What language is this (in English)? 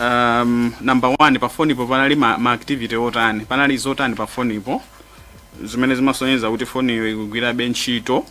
Nyanja